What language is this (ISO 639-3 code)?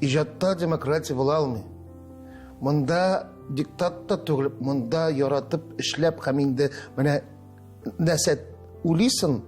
tat